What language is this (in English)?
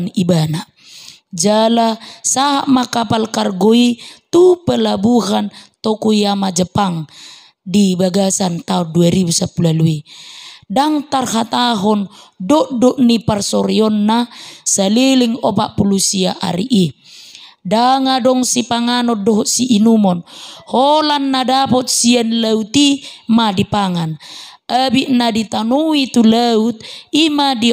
Batak Toba